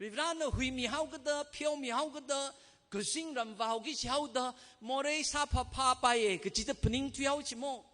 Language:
Tangkhul Naga (India)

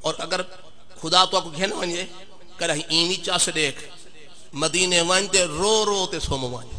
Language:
Saraiki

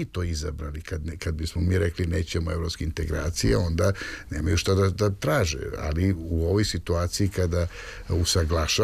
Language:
Serbian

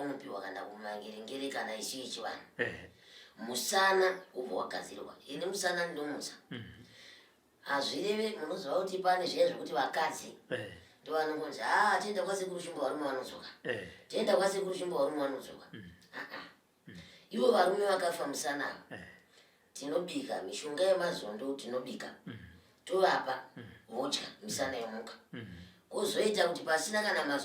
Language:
Shona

